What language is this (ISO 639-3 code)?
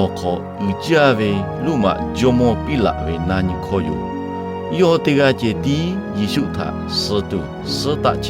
lhu